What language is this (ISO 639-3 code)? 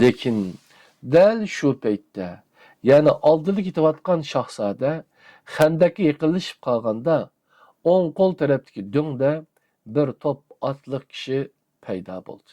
uig